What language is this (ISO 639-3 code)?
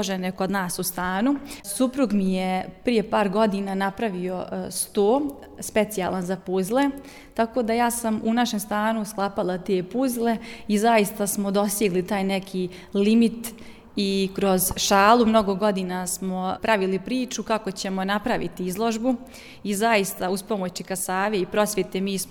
bos